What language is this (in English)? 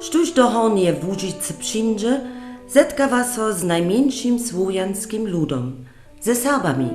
Upper Sorbian